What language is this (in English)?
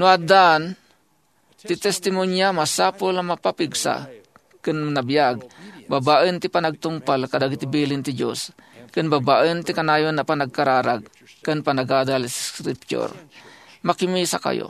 Iloko